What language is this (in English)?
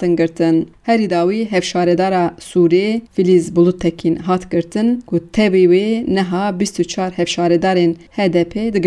Kurdish